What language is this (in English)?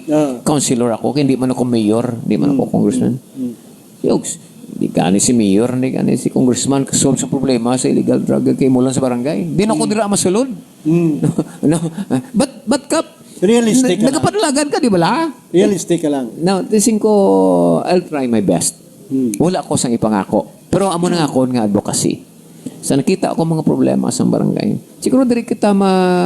Hiligaynon